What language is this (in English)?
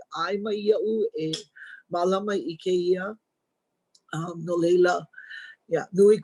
Hawaiian